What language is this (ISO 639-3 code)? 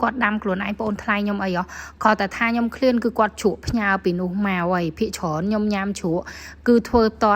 khm